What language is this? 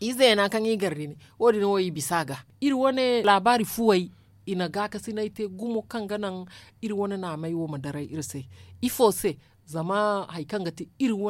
Zarma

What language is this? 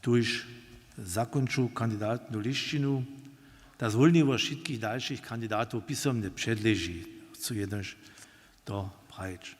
Upper Sorbian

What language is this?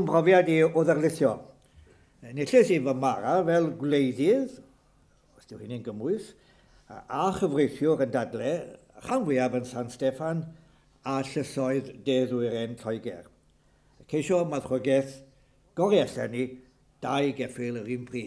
Welsh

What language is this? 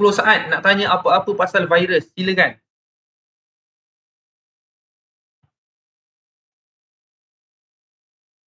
Malay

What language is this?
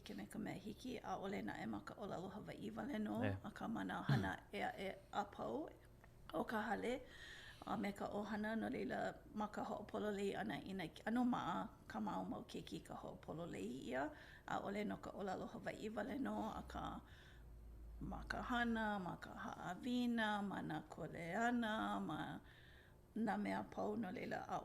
Hawaiian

